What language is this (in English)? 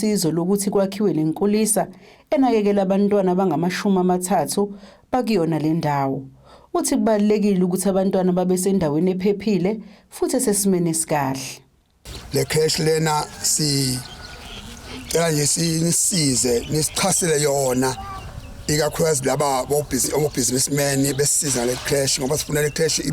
Zulu